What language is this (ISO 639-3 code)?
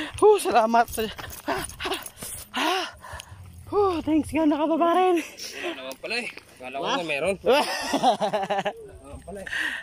fil